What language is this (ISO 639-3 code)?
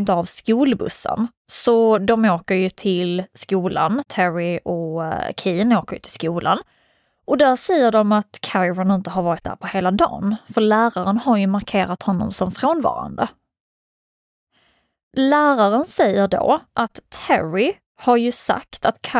swe